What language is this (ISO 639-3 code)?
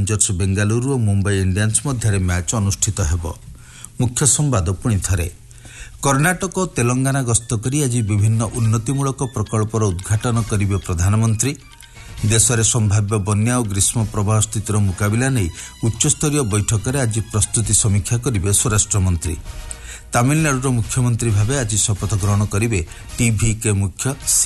ori